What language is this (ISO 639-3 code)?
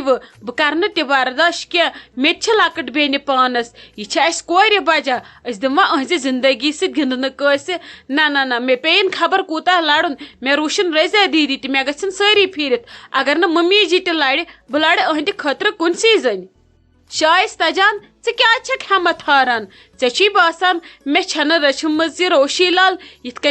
kas